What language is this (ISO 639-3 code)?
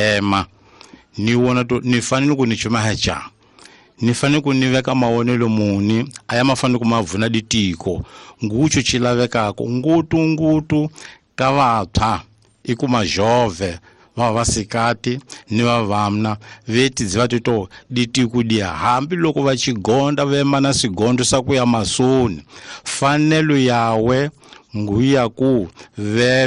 tso